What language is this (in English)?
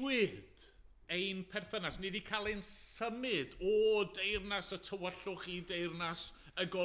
Welsh